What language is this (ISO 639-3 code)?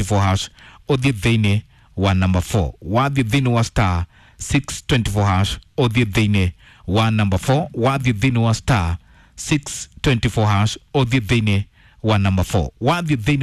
kik